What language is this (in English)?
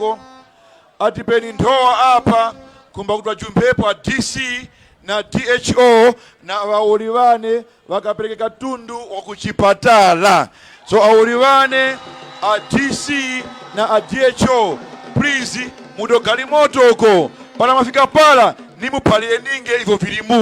Tumbuka